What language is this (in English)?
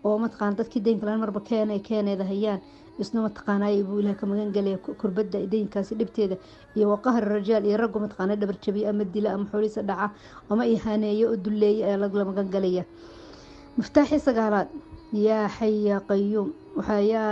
Somali